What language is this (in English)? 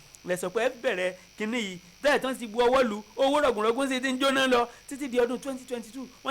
Yoruba